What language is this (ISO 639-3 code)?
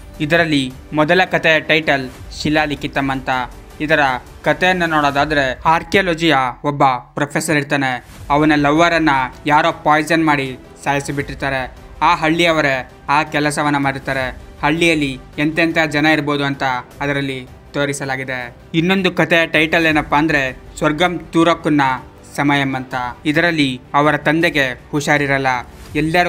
kan